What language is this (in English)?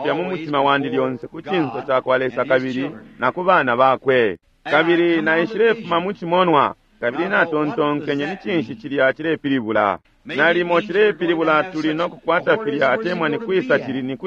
Bemba